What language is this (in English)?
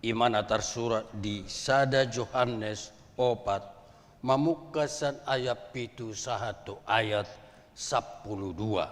Batak Toba